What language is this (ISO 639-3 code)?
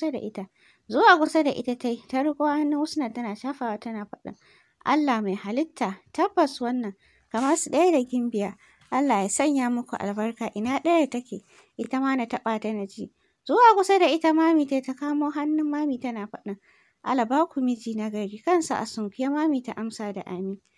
hau